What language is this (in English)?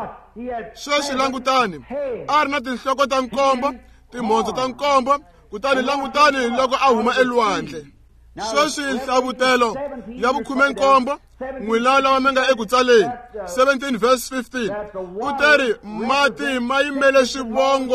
Tsonga